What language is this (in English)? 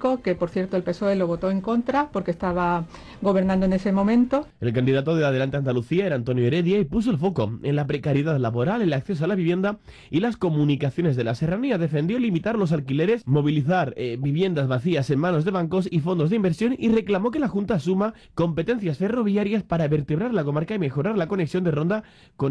Spanish